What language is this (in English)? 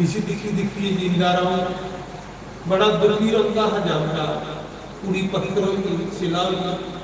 Dogri